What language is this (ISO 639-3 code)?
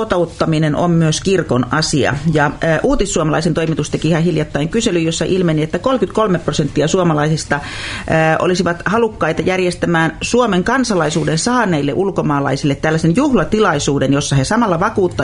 fin